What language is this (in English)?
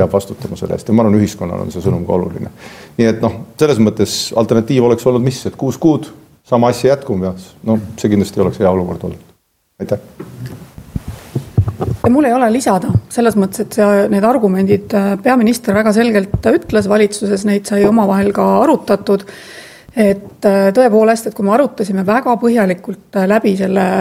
Estonian